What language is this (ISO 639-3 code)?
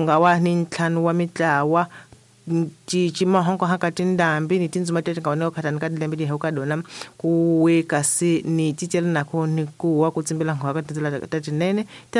tso